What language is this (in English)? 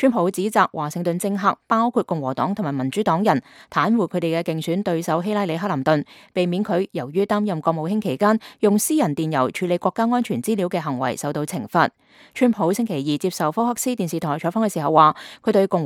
Cantonese